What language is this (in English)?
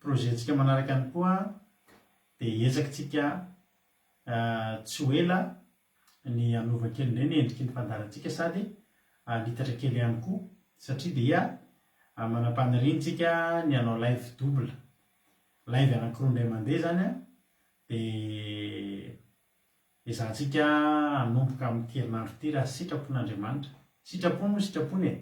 Malagasy